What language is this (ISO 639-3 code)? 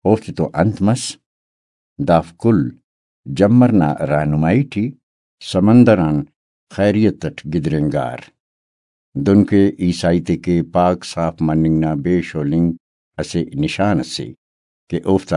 brh